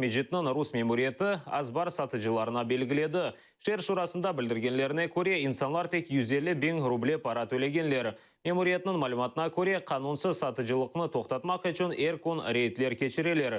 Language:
Crimean Tatar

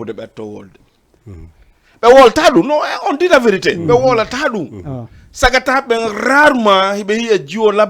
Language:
Fula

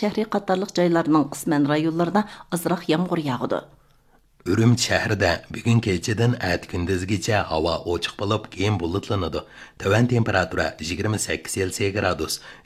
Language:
Uyghur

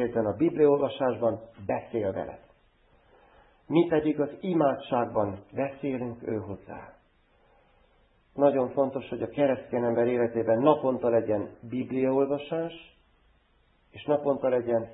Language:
Hungarian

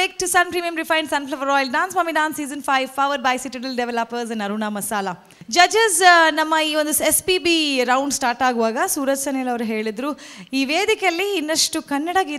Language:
Kannada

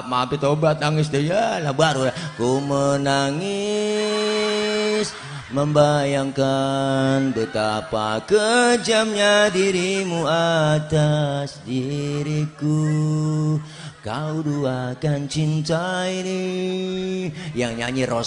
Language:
Betawi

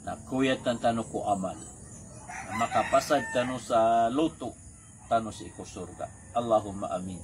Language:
Maranao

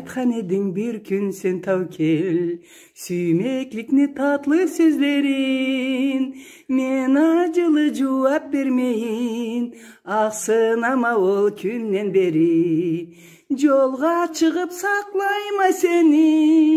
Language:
Karachay-Balkar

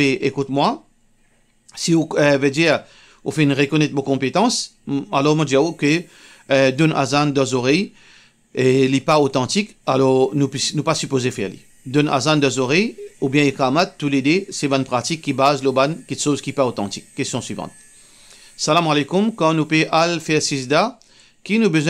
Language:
Morisyen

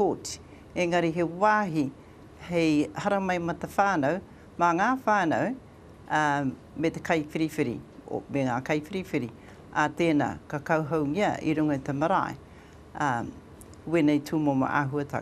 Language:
Māori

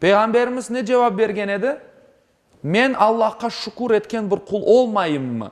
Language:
Crimean Tatar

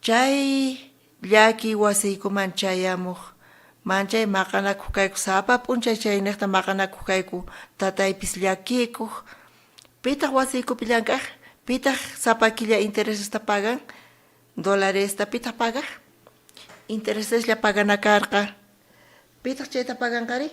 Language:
South Bolivian Quechua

